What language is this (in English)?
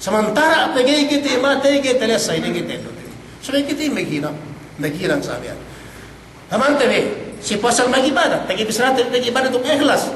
Yakan